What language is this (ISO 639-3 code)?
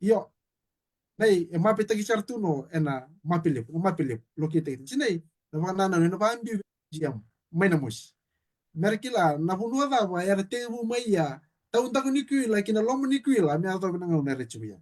fij